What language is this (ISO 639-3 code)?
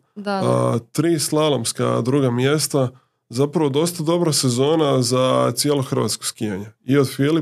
hrv